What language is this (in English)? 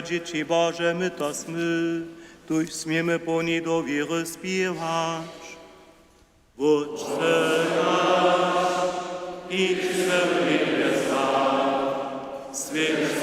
Upper Sorbian